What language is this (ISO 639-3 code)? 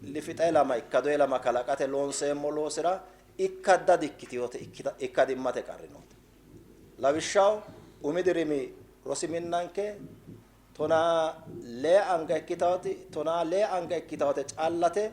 sid